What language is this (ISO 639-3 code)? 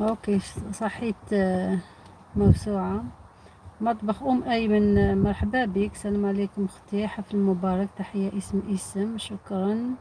arq